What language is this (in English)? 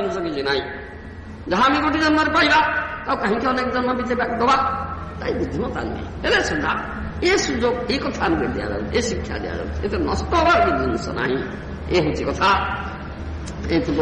Odia